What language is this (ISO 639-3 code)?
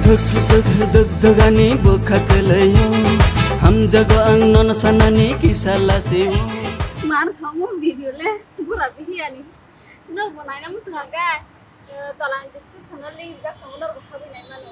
trp